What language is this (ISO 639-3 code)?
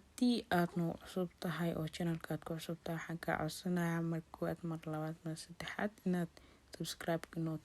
som